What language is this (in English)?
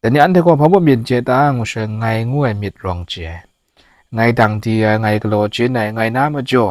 Kachin